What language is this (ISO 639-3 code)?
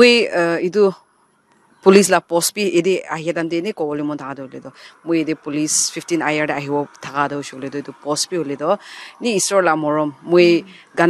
nag